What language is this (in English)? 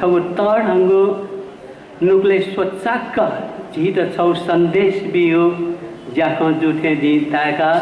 Newari